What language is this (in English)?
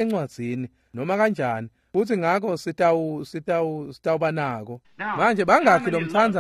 Swati